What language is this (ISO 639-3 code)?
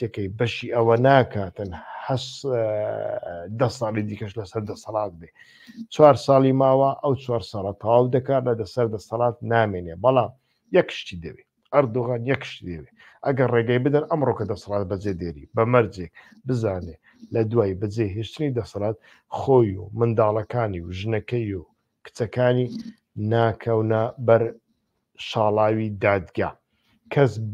ckb